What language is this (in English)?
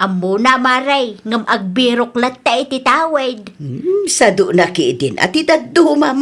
Iloko